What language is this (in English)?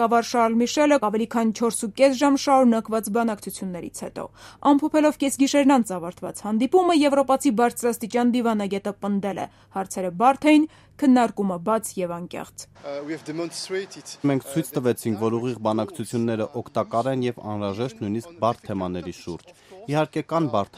Armenian